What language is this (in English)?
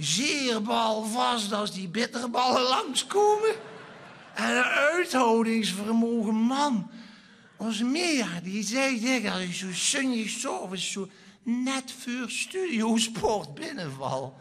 Limburgish